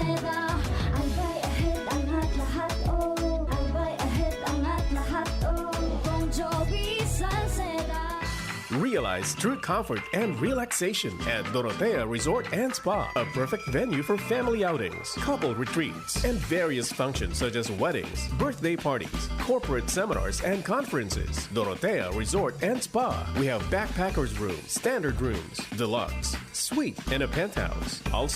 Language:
Bikol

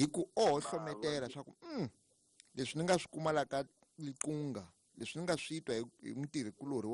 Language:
Tsonga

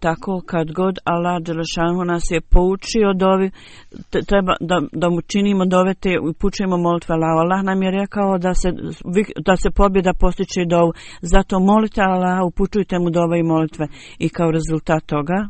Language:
Bosnian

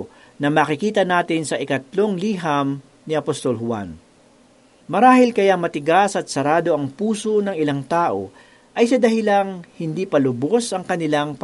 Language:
Filipino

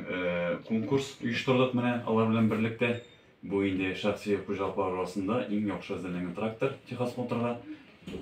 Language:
Tatar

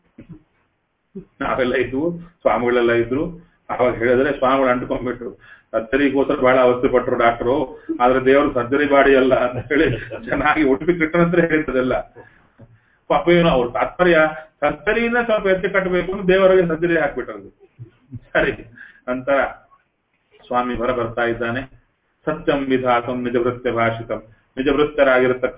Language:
Kannada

